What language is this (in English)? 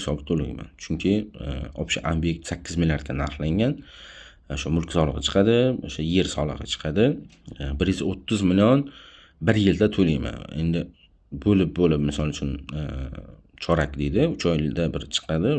Uzbek